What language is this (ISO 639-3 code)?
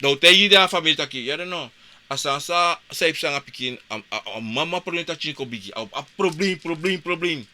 srn